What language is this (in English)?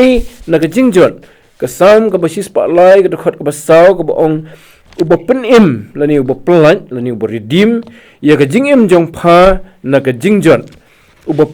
Khasi